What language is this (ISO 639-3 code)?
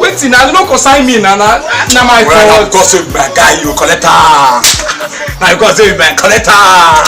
pcm